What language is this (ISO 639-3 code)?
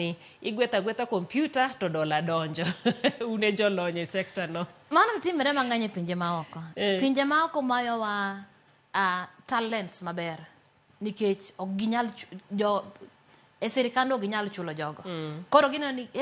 luo